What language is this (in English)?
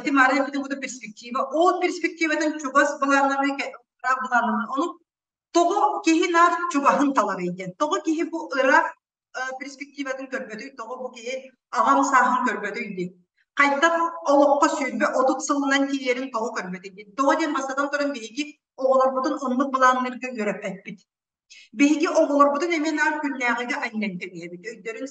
Yakut